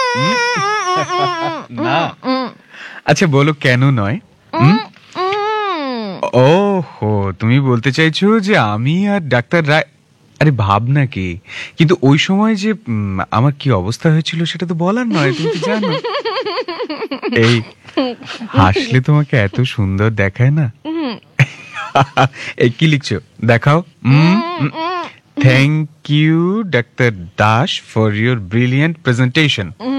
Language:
Bangla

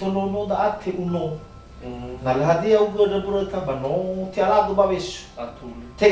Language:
Nias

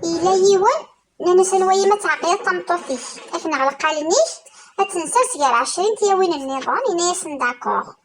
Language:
Kabyle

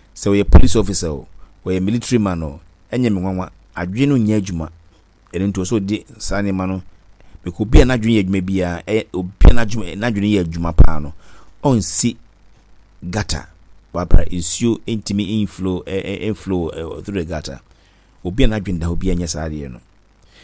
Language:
Akan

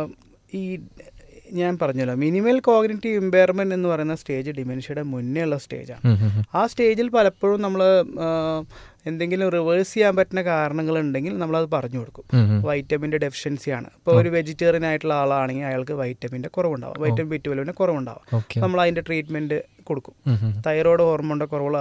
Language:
Malayalam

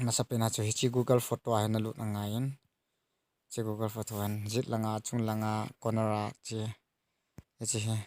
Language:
Thado Chin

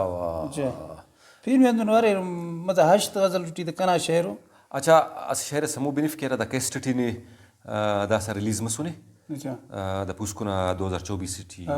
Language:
Brahui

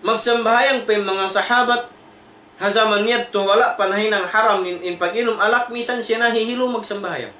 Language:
Tausug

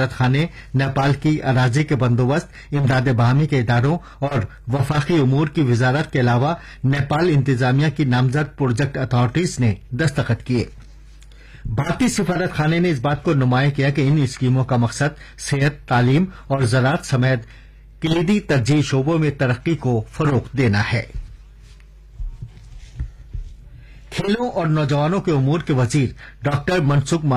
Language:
Urdu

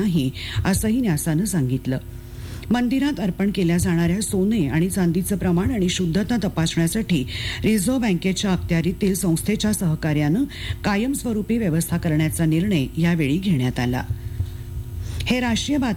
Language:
Marathi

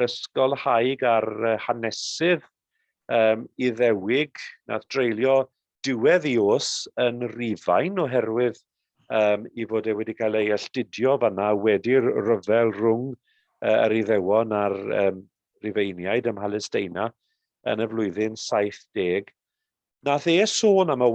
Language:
Welsh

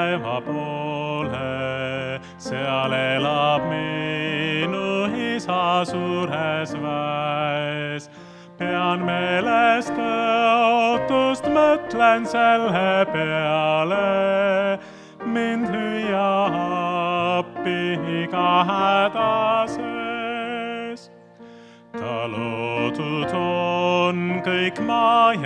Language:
Estonian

